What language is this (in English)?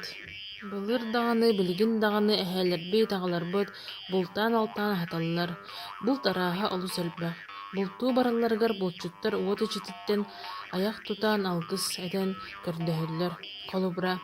Yakut